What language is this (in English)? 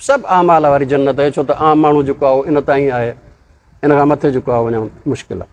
Sindhi